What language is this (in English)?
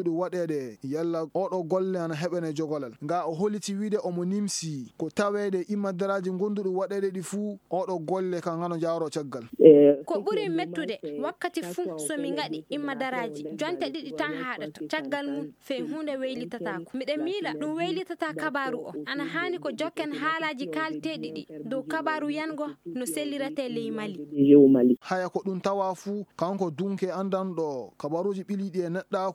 Fula